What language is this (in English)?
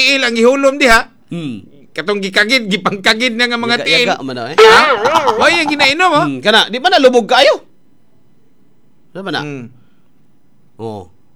Cebuano